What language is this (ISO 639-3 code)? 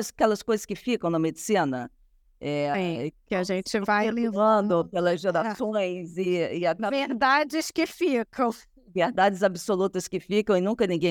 por